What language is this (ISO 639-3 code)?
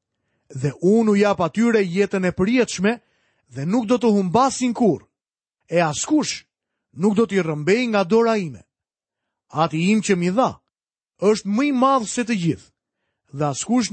sqi